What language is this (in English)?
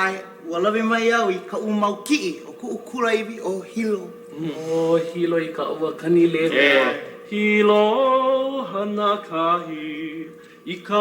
Hawaiian